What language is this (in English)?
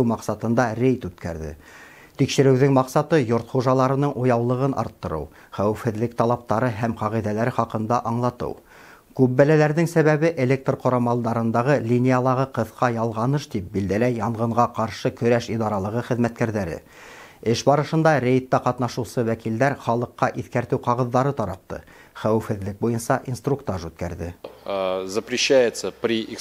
Bashkir